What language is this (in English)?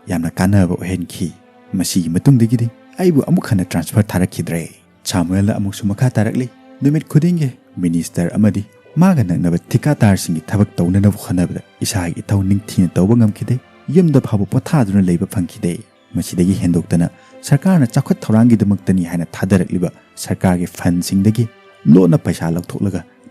Manipuri